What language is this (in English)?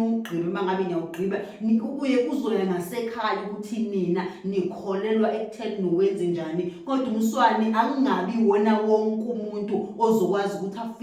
Zulu